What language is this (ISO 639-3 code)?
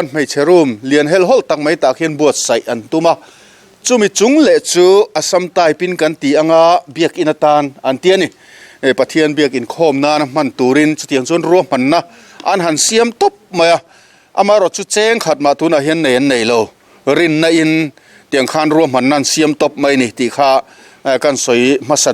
lus